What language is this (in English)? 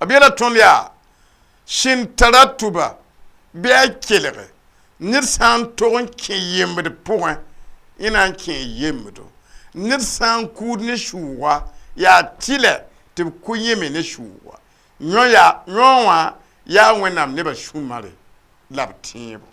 Mossi